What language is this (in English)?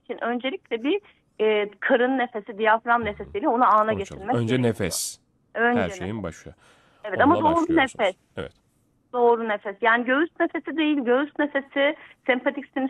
Turkish